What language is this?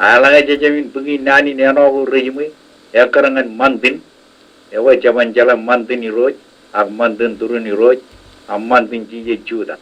Marshallese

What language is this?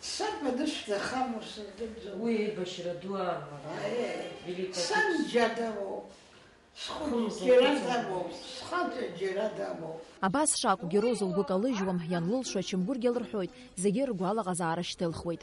Abkhazian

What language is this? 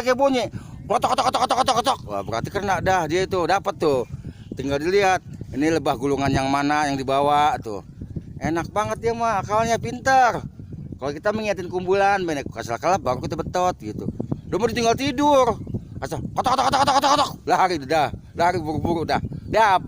Betawi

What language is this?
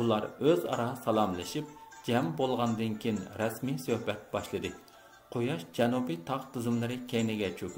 Uyghur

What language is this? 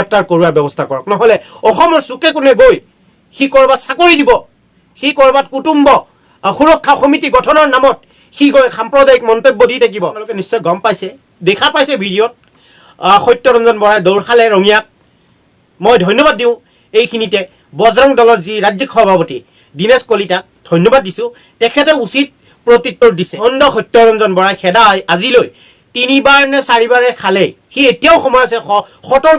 Assamese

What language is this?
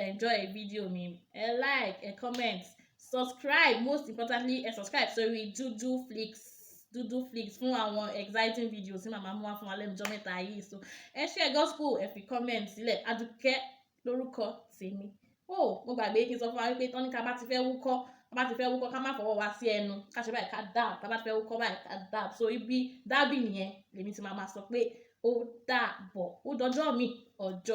Yoruba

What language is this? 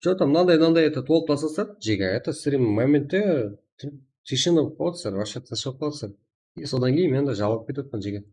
Kara-Kalpak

